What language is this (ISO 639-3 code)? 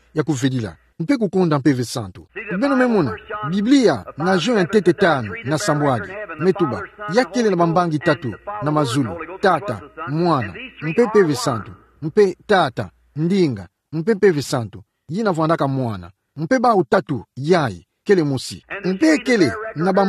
ktu